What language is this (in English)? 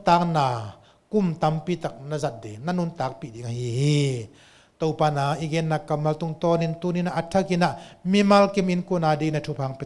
Tedim Chin